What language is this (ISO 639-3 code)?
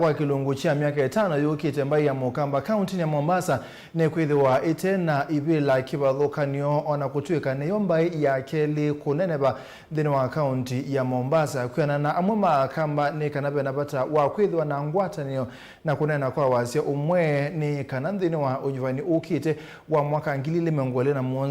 kam